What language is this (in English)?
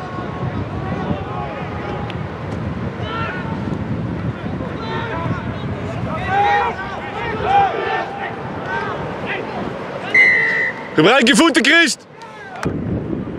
Dutch